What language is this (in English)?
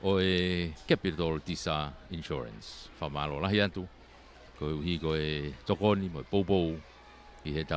Tongan